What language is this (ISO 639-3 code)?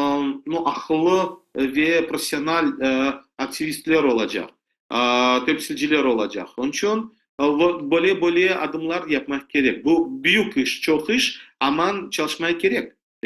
crh